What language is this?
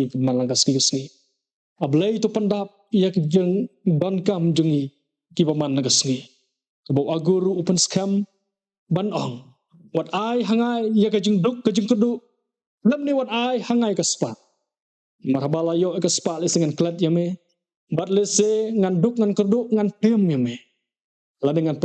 Khasi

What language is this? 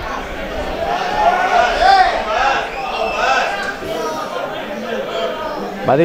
Catalan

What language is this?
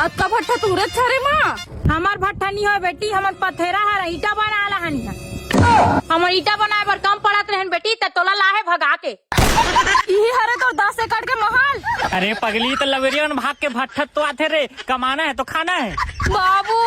Chhattisgarhi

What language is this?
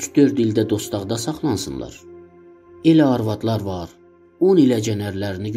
South Azerbaijani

